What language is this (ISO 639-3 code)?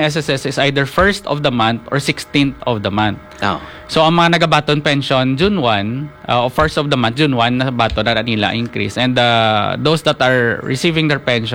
hil